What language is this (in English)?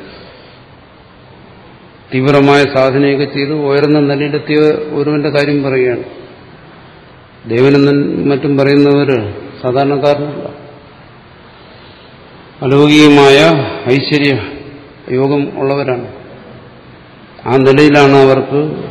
Malayalam